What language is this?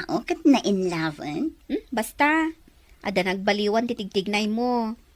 Iloko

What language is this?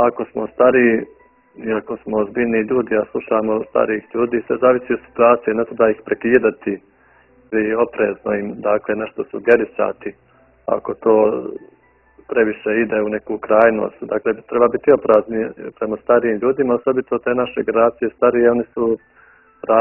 Bosnian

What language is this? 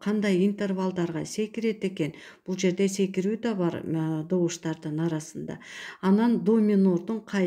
Kyrgyz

